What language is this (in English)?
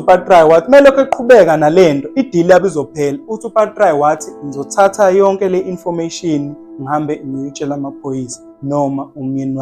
Zulu